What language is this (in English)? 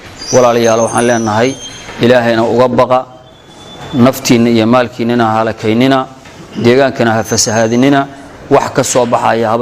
Somali